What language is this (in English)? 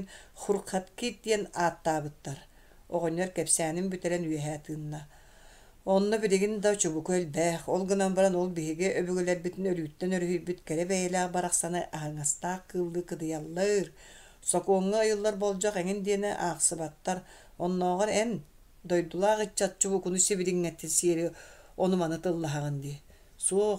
Yakut